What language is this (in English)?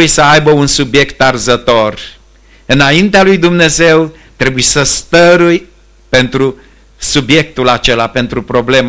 Romanian